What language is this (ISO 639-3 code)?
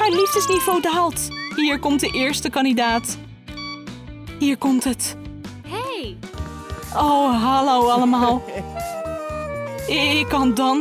nld